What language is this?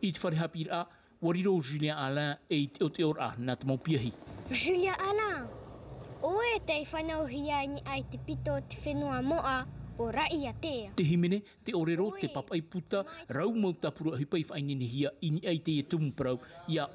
Tahitian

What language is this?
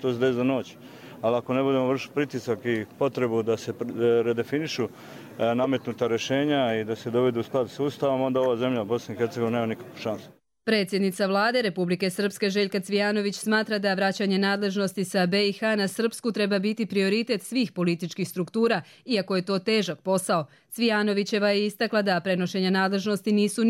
Croatian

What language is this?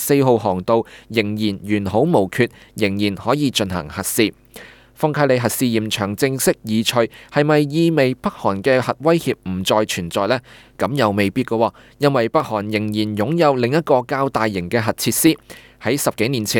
Cantonese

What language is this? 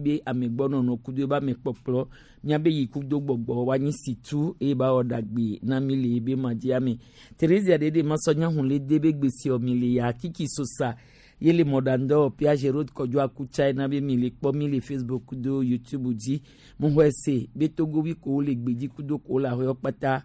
Gen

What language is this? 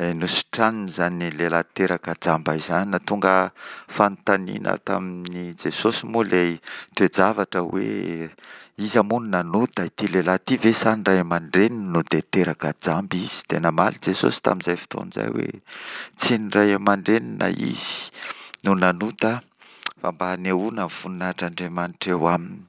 Malagasy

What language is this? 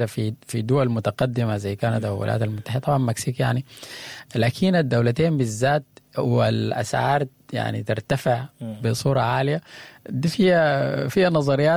Sudanese Arabic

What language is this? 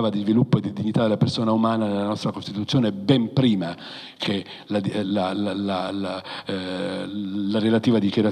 Italian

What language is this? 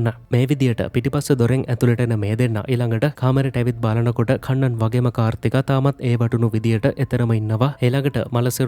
Sinhala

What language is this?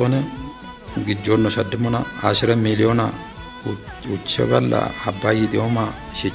Kafa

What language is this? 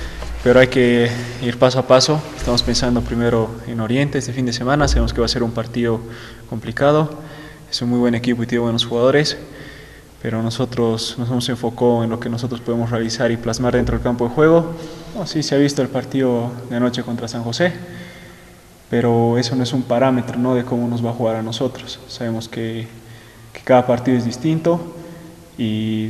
Spanish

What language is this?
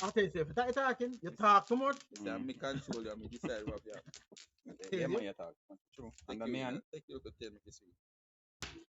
Jamaican Creole English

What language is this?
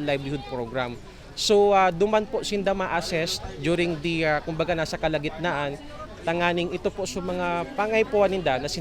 Bikol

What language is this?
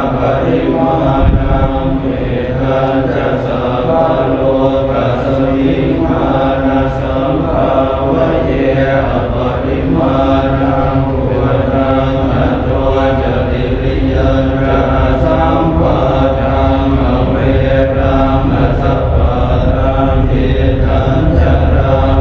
Pali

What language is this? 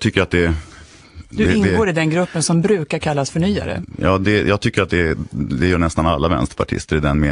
Swedish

